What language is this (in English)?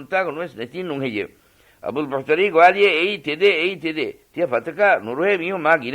Divehi